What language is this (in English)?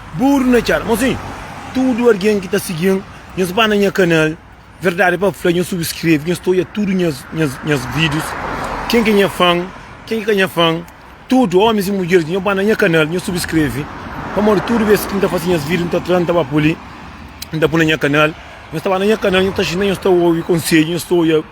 Kabuverdianu